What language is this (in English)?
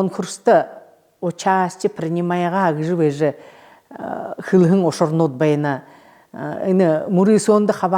Buriat